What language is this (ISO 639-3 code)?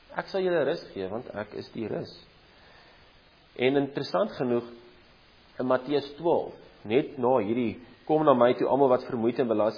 afr